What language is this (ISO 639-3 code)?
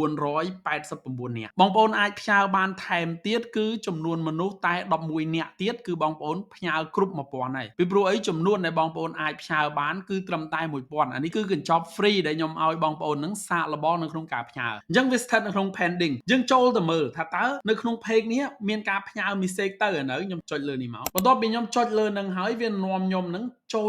khm